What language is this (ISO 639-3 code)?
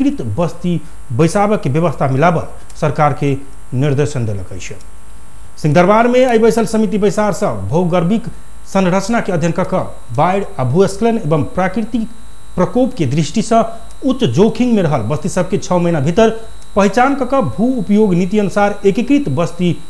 mai